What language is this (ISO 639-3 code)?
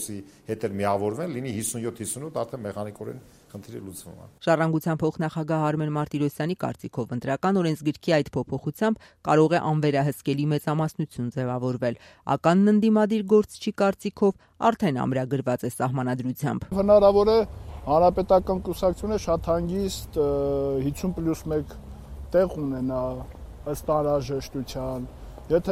hye